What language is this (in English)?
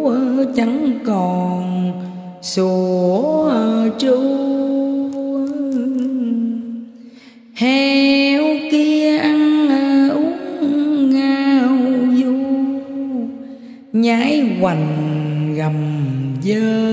Vietnamese